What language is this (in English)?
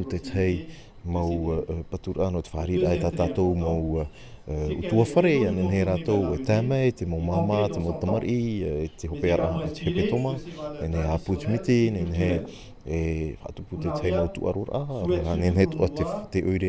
Tahitian